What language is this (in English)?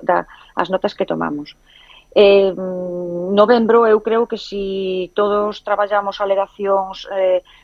Galician